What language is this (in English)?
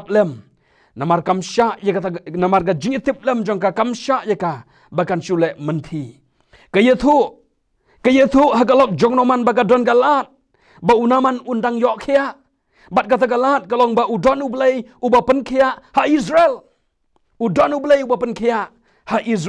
Khasi